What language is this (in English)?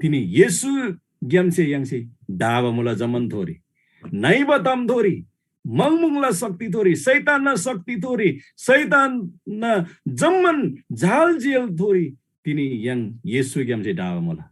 Eastern Tamang